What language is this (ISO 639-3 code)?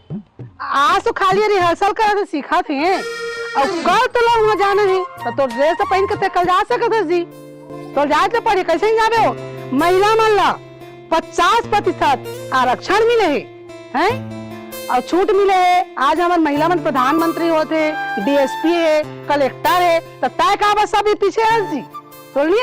hne